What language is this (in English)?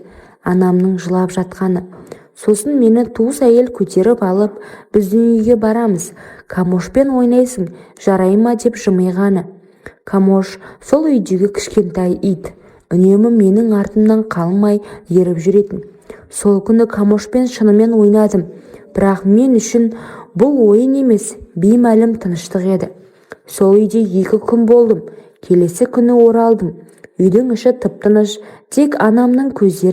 Kazakh